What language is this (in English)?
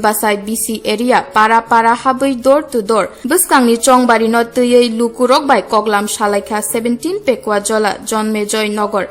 Kok Borok